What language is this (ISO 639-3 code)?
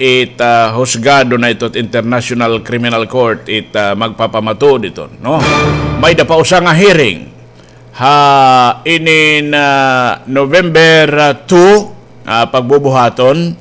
war